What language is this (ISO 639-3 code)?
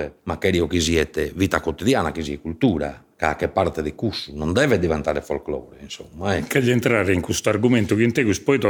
srd